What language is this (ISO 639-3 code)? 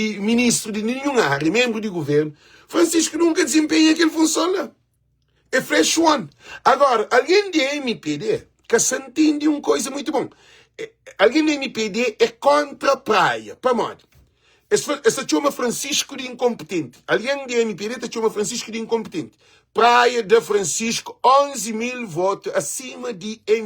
kea